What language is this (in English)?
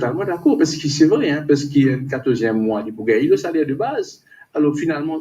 Morisyen